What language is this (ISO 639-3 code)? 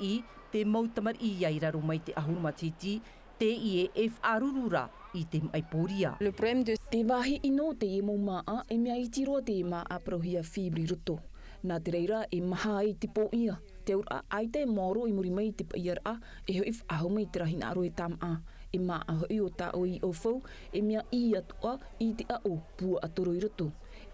tah